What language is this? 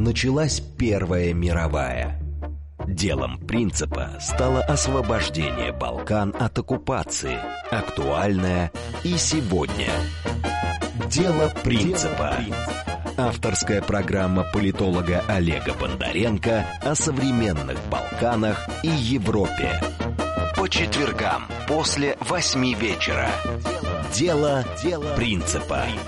Russian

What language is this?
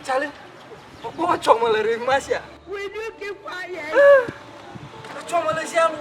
Ewe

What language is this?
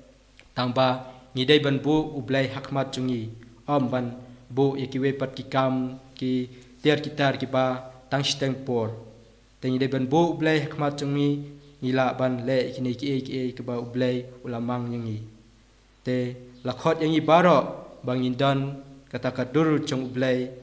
Khasi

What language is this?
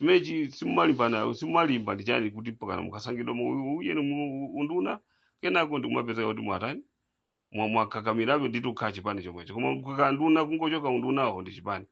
Nyanja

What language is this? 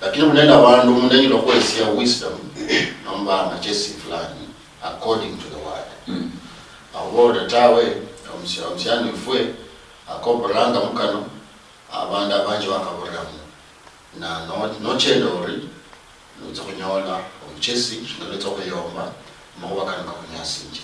Luyia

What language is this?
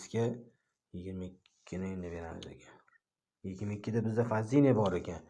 Uzbek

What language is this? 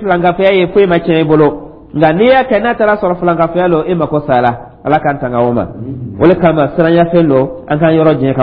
Dyula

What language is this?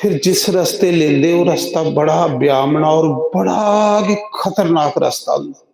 Dogri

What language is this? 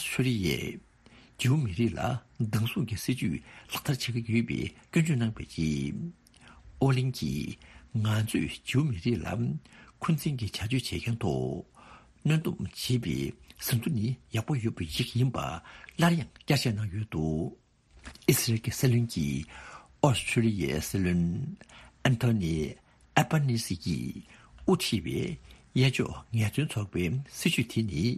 Tibetan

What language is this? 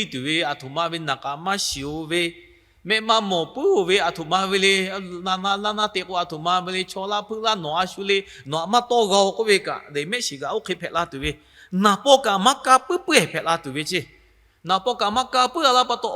Lahu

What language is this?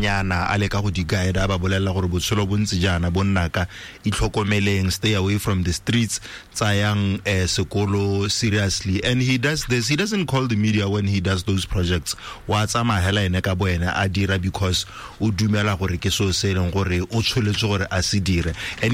Tswana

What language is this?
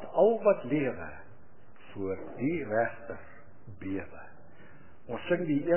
Afrikaans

